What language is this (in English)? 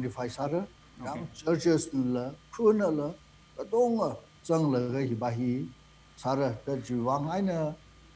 Tangkhul Naga (India)